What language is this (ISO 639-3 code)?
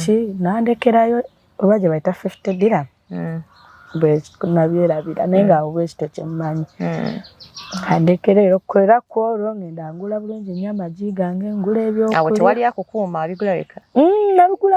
lug